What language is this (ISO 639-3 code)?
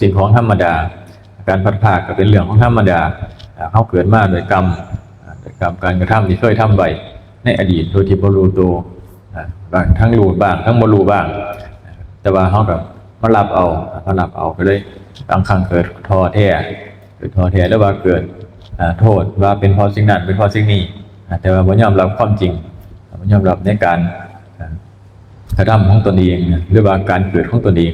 tts